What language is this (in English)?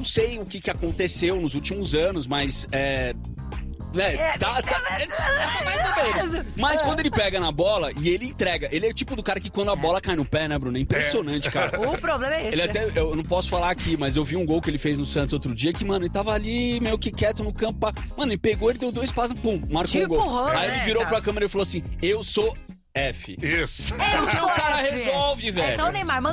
Portuguese